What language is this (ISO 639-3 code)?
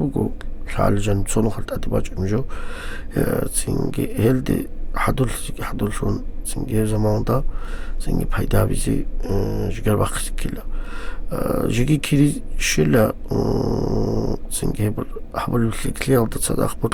ava